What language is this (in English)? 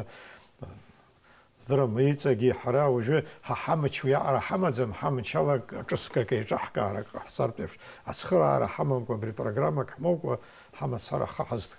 Abkhazian